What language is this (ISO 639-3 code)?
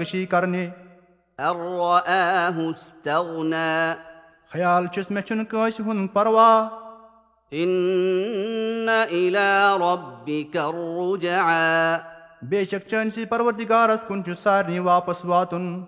kas